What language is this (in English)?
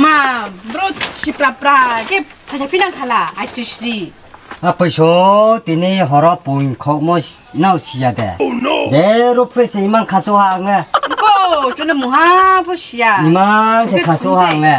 Riang (India)